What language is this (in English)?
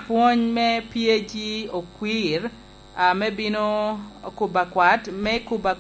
Lango (Uganda)